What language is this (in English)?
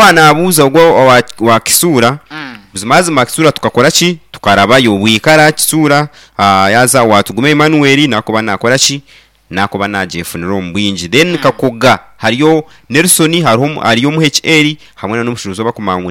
Nyankole